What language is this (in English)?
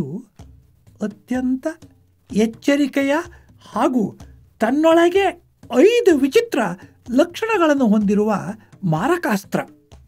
Kannada